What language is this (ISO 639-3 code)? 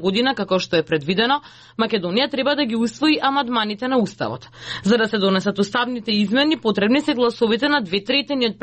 mkd